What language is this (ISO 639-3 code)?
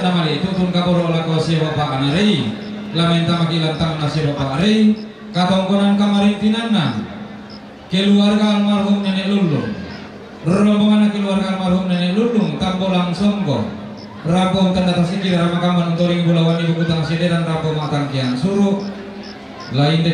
sda